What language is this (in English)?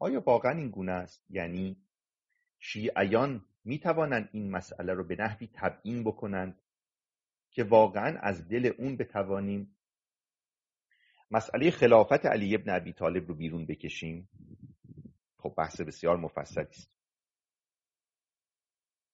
Persian